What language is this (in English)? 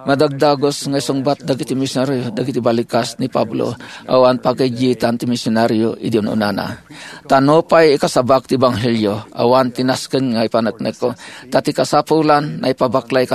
Iloko